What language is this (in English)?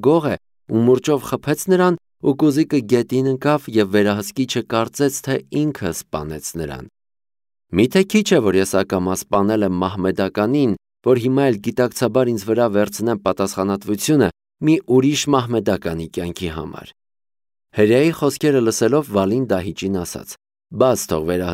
Armenian